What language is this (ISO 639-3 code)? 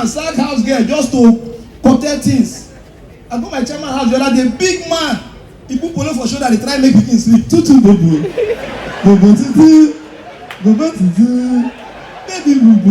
pcm